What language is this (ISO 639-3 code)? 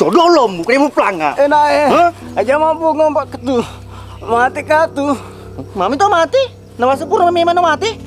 bug